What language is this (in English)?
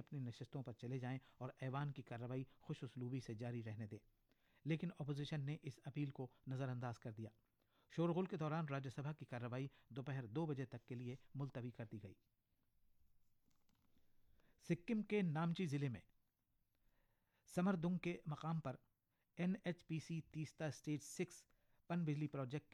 Urdu